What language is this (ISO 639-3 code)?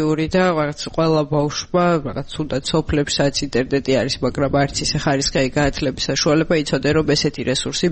kat